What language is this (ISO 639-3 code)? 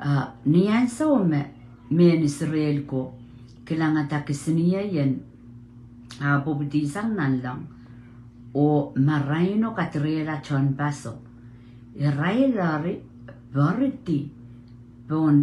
pon